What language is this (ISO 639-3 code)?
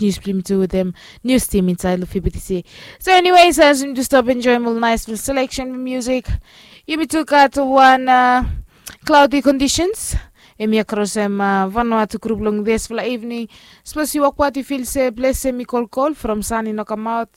bis